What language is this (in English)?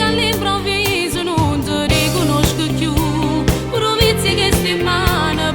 Neapolitan